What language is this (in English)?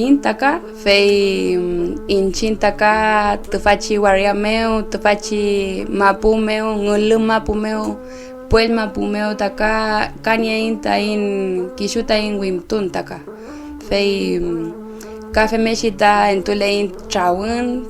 Mapuche